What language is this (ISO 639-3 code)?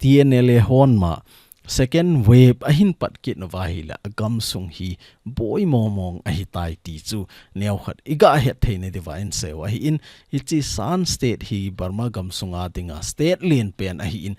tcz